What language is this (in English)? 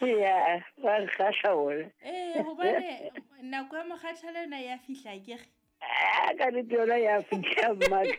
Southern Sotho